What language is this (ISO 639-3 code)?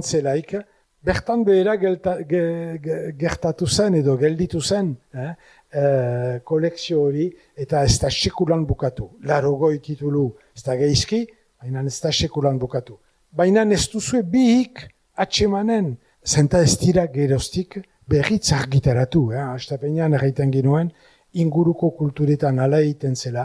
eus